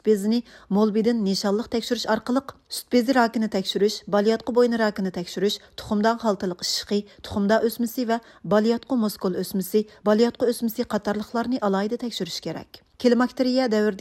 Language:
Uyghur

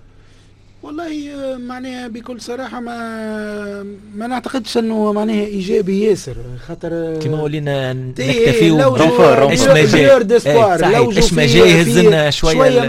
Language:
Tunisian Arabic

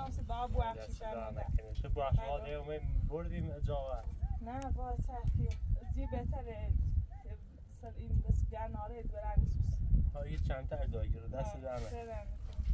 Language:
Persian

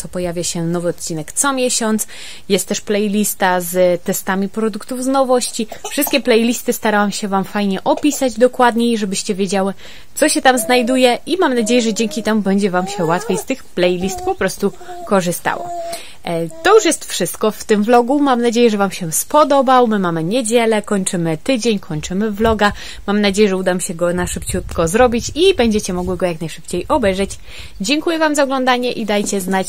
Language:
Polish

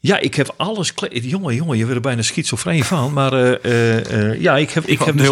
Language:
Western Frisian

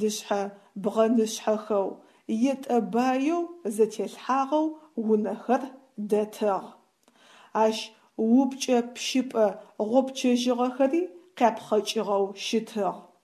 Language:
Adyghe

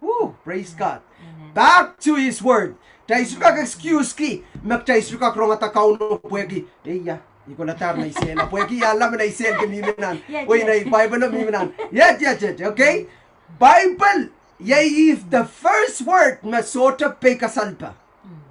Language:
Pohnpeian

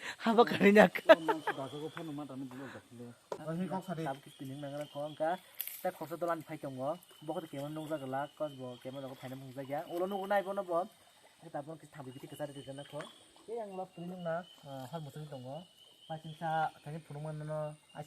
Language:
Kok Borok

